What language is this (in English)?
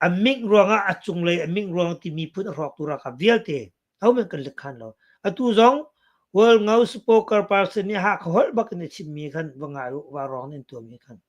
Hakha Chin